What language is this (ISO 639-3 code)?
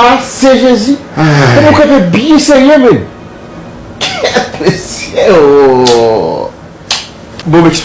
hat